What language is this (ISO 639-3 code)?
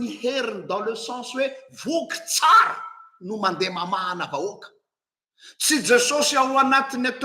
mlg